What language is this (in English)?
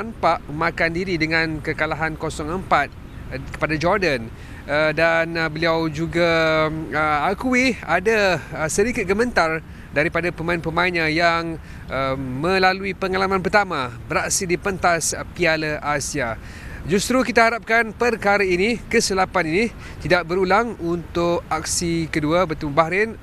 Malay